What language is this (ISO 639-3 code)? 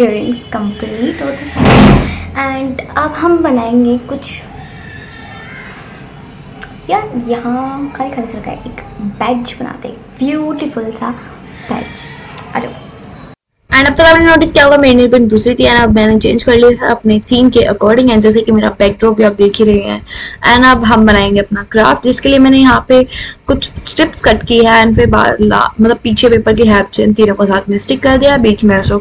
hin